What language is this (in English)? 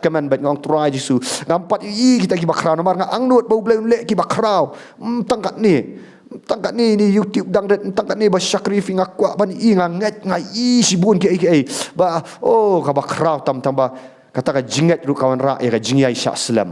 Khasi